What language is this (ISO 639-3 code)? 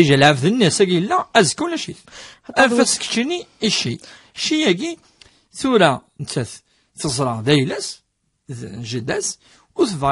kab